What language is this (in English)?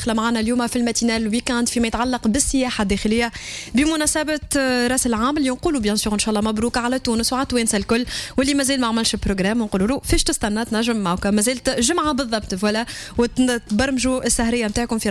Tunisian Arabic